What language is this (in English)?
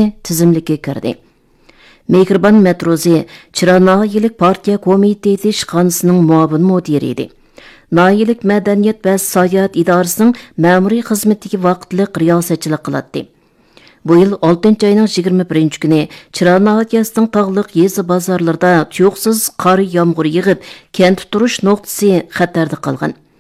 Uyghur